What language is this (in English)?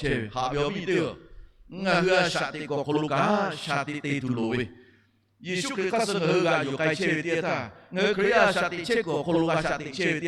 Lahu